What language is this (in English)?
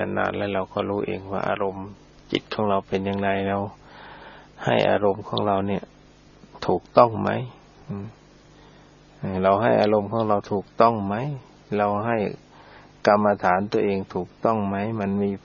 Thai